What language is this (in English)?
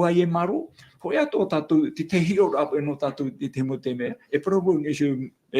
Tahitian